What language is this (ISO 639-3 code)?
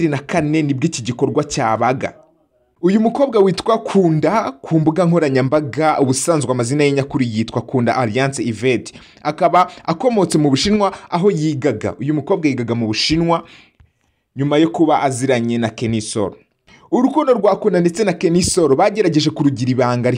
kin